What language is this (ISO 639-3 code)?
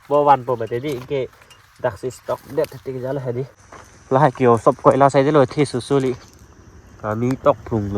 mjw